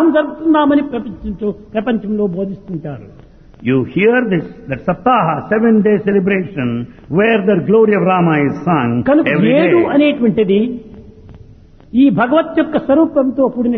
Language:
Telugu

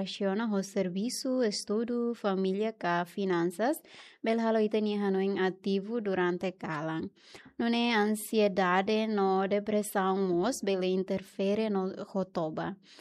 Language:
Tetum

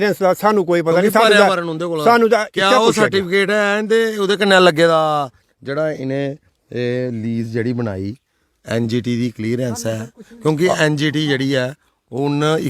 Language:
Dogri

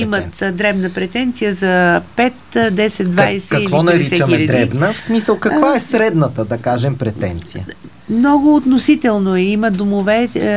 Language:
Bulgarian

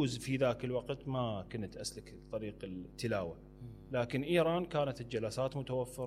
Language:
Mesopotamian Arabic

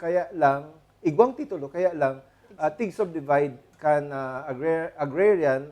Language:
Bikol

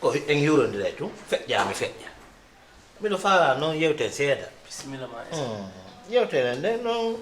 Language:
Fula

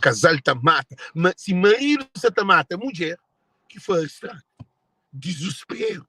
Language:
Kabuverdianu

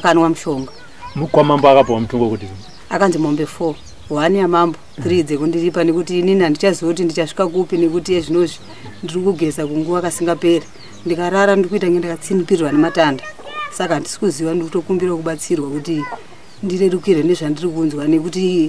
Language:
Shona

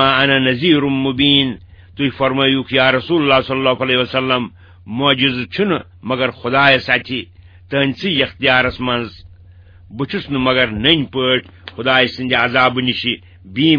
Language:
Kashmiri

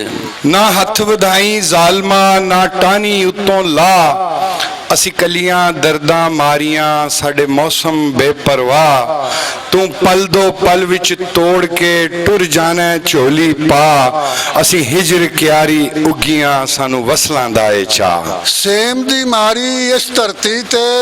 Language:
Western Panjabi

